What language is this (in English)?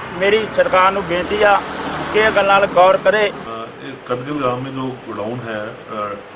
Punjabi